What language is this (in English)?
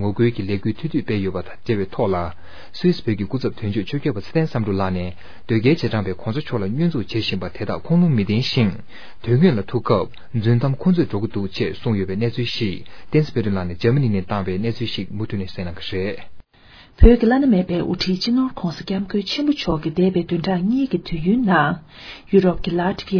Tibetan